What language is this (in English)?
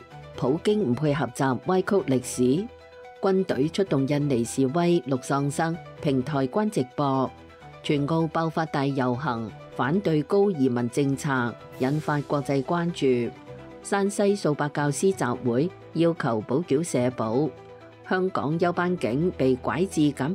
Cantonese